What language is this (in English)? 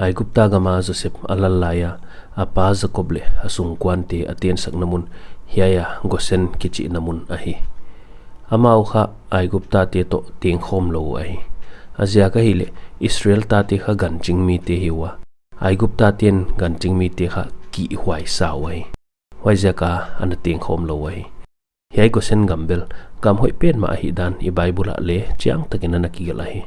Paite Chin